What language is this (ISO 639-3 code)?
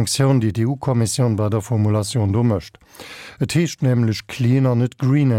ltz